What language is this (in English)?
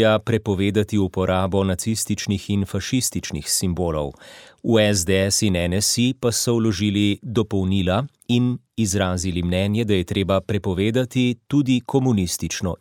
Slovenian